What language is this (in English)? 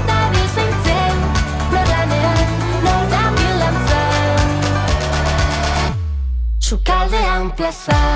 Basque